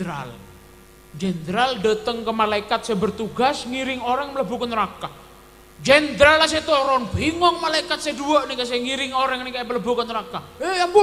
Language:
Madurese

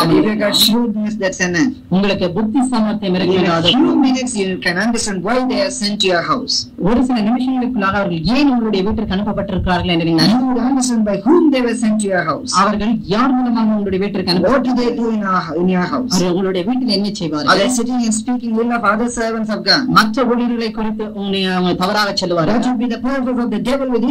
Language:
Tamil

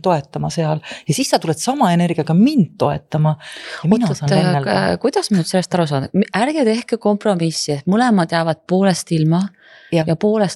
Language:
Estonian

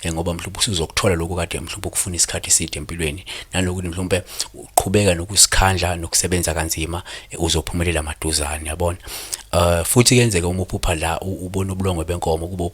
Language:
Zulu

